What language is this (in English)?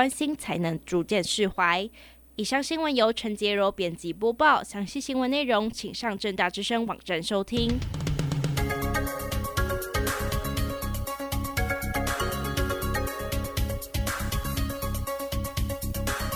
Chinese